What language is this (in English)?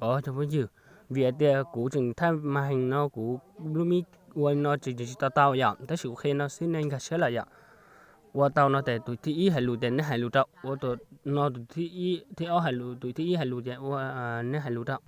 Hmong